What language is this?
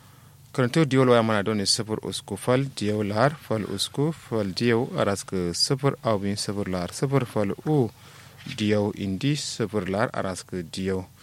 Kanuri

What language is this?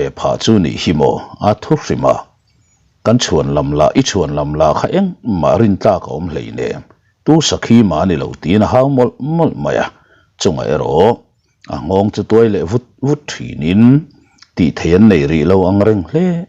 Mizo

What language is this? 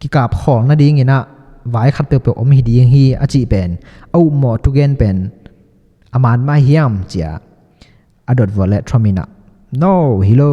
Tedim Chin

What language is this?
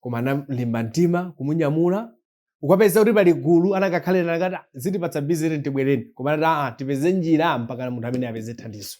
Nyanja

